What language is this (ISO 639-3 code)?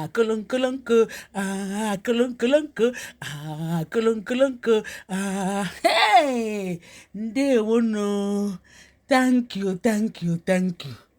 ibo